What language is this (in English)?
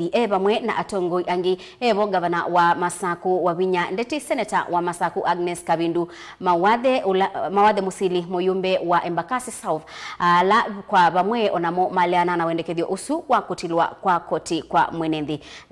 Kamba